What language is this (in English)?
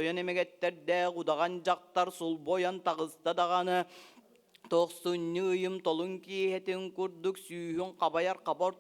Yakut